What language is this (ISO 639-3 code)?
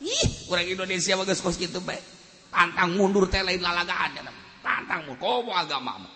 sun